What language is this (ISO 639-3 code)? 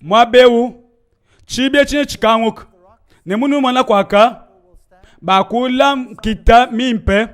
lua